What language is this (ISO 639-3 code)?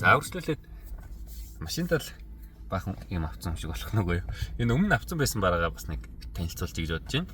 mon